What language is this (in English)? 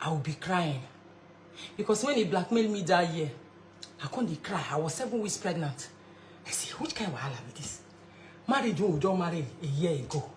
Nigerian Pidgin